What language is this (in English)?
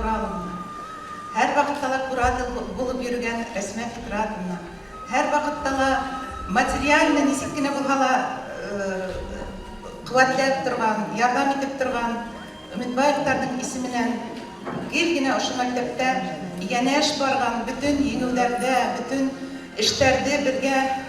Bashkir